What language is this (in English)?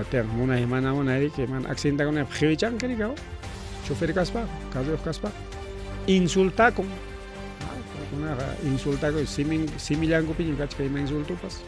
Ayacucho Quechua